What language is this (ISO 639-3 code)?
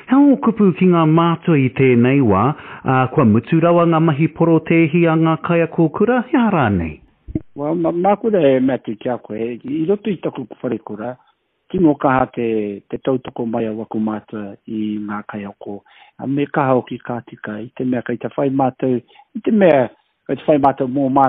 mri